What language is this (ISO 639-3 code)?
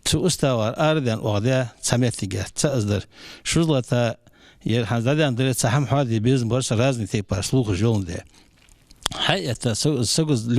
inh